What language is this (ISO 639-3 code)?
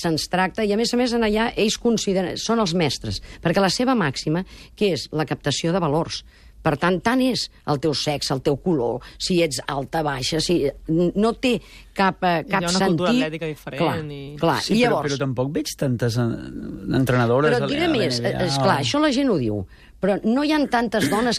cat